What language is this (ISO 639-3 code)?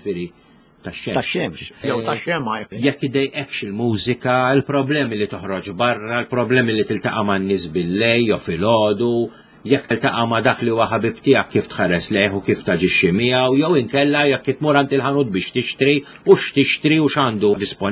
mlt